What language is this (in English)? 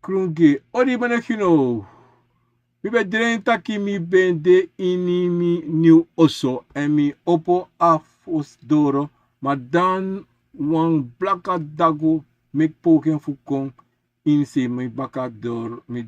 Sranan Tongo